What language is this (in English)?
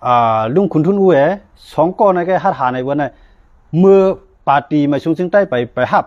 Shan